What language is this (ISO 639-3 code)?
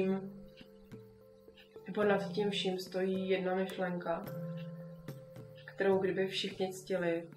ces